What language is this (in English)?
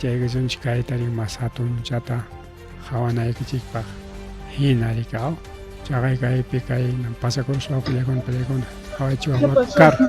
Ayacucho Quechua